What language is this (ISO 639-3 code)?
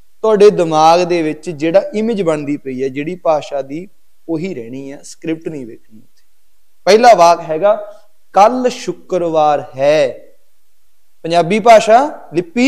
pan